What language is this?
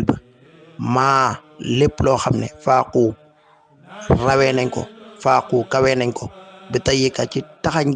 Wolof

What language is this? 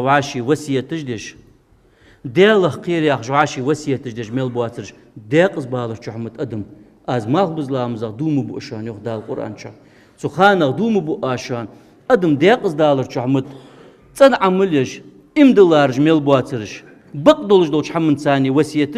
Ingush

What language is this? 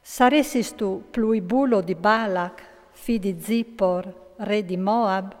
Friulian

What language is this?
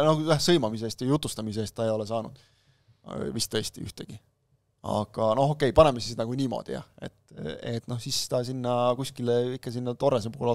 Estonian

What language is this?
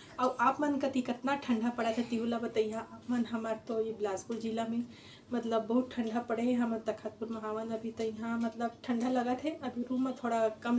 Chhattisgarhi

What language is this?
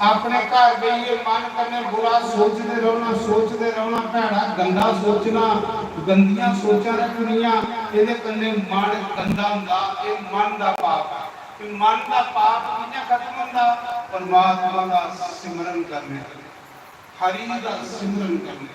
Dogri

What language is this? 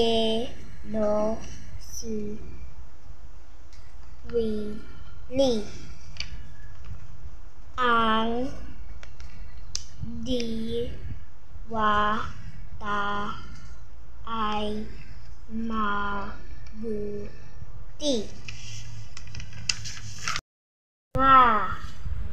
Filipino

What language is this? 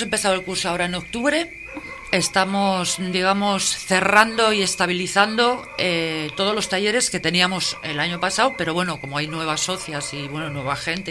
Spanish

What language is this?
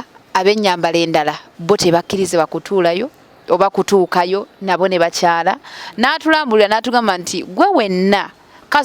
Ganda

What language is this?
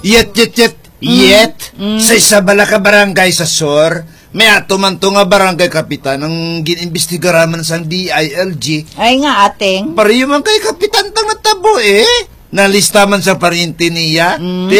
Hiligaynon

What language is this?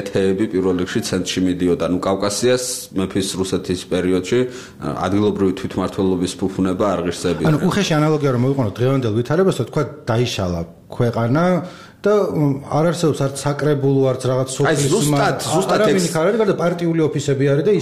Georgian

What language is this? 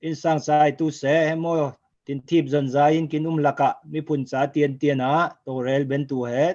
Falam Chin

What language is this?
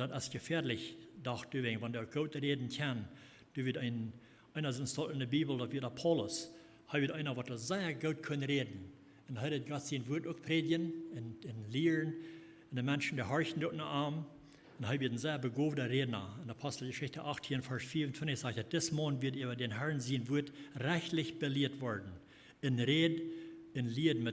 Plautdietsch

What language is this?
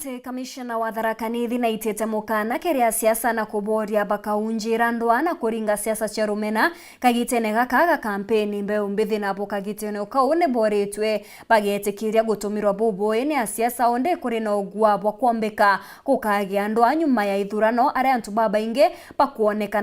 Meru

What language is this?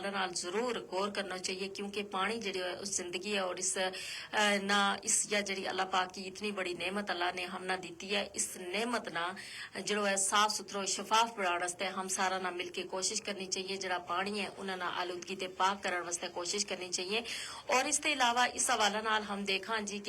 Gujari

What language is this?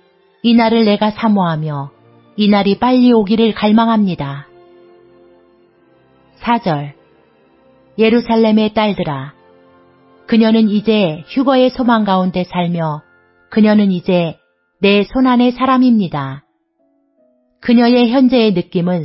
Korean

